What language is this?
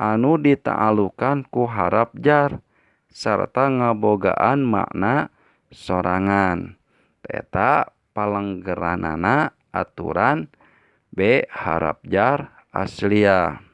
Sundanese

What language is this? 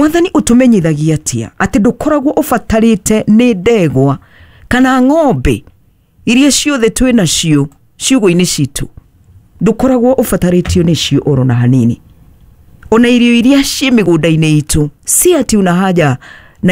Kikuyu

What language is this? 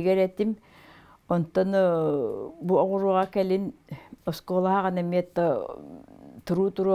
Yakut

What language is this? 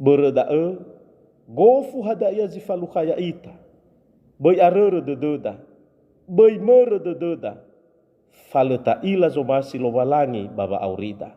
Nias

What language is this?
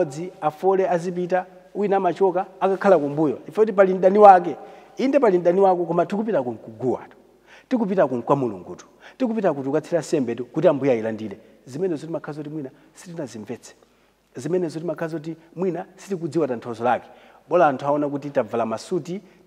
Nyanja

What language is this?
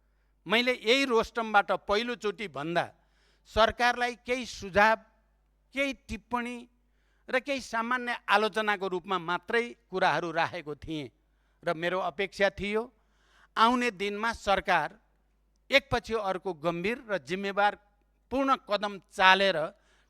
Nepali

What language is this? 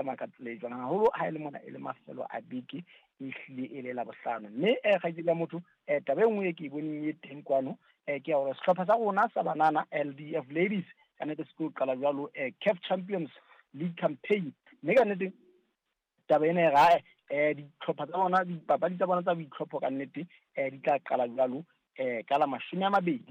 Southern Sotho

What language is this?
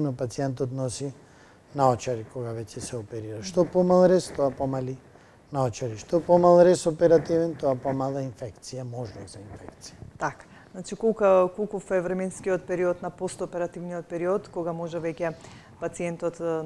Macedonian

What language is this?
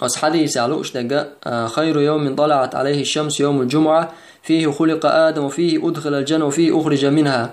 Chechen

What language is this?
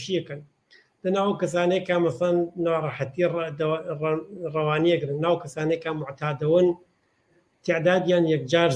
Central Kurdish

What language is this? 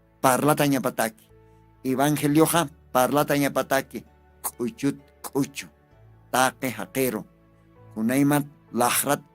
Aymara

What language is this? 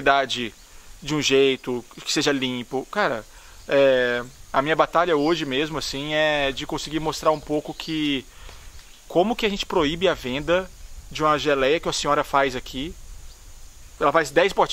Portuguese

